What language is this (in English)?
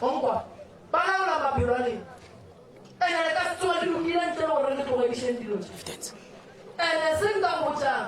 Northern Sotho